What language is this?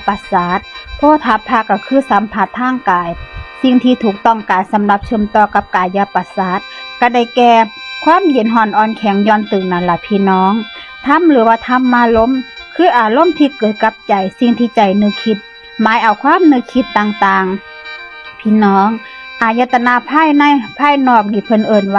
Northeastern Thai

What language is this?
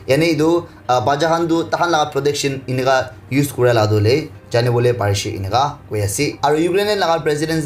Naga Pidgin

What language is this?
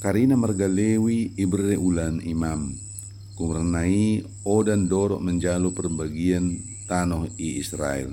Batak Dairi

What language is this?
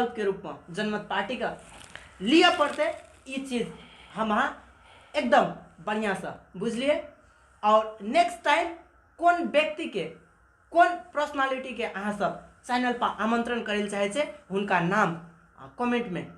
Maithili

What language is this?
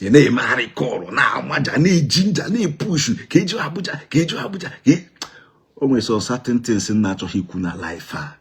Igbo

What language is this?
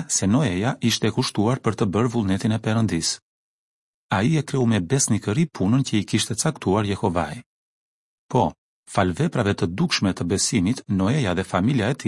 Albanian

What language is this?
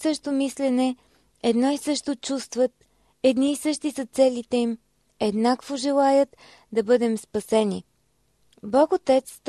Bulgarian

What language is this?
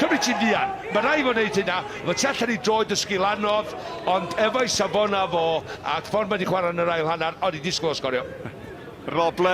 Welsh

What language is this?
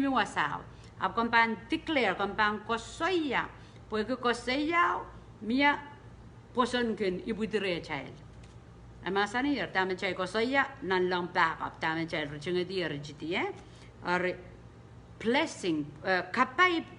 Pohnpeian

